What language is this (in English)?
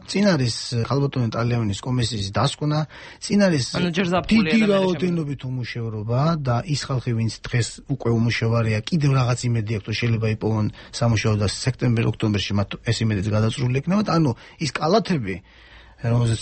Georgian